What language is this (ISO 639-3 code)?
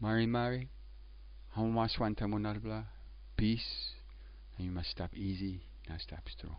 tpi